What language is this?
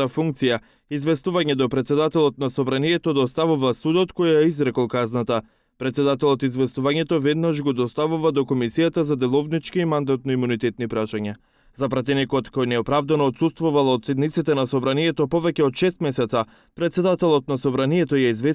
Macedonian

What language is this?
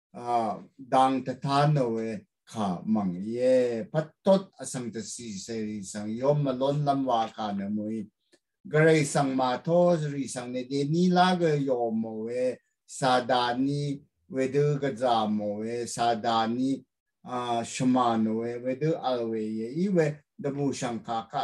Rawang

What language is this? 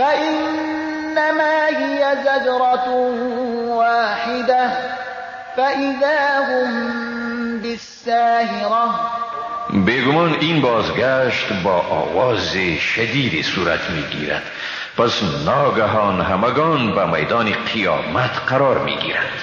Persian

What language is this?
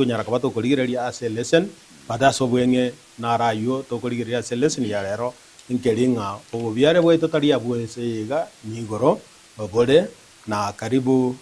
Gusii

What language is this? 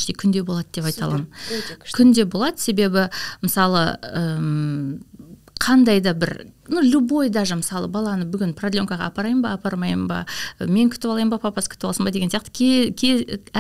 Kazakh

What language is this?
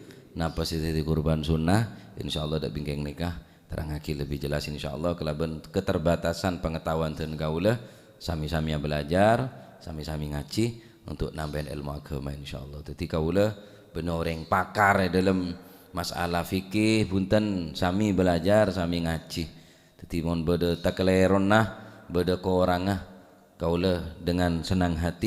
Madurese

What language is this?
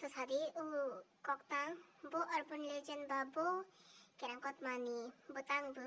Kok Borok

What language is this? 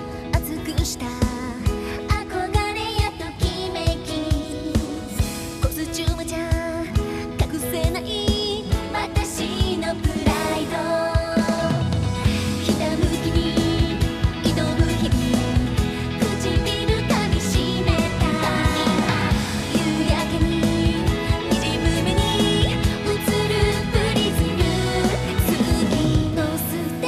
Japanese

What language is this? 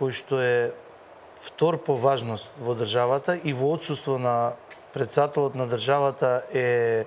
Macedonian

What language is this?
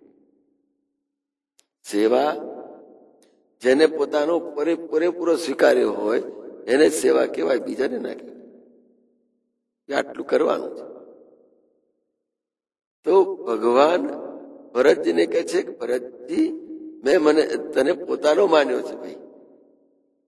Gujarati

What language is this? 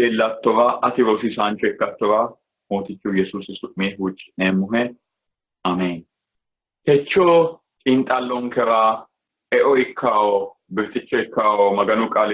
Sidamo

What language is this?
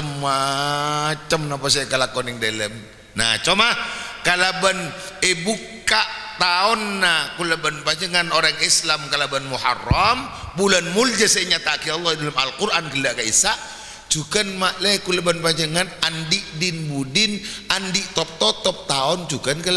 Madurese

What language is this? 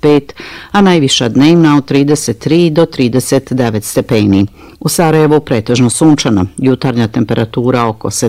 Bosnian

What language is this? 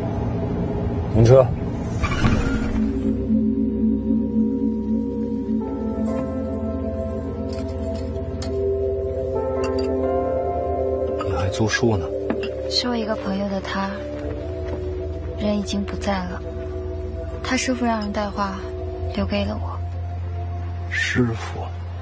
Chinese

